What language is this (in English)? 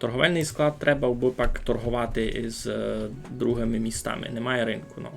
Rusyn